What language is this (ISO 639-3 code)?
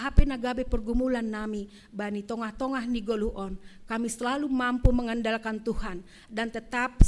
bts